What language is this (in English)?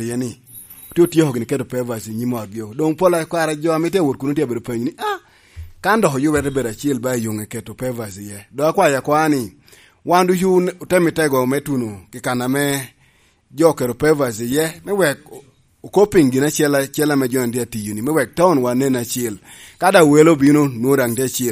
Lango (Uganda)